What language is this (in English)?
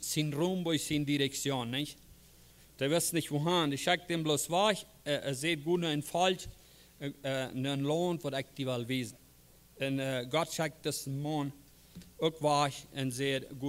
Plautdietsch